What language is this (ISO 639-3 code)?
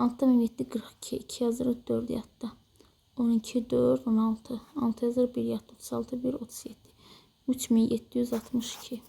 aze